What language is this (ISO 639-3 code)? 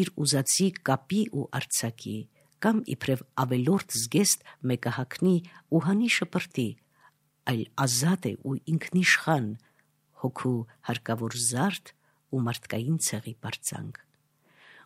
hye